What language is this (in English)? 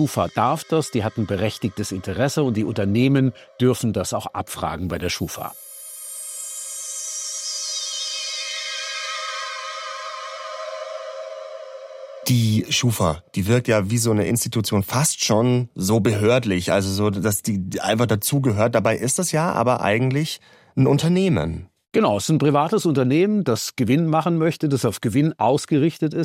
German